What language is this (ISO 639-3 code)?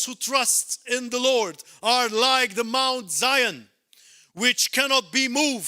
eng